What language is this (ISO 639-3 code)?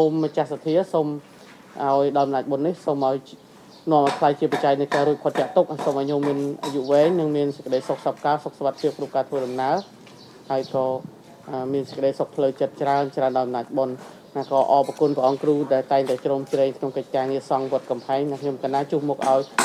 khm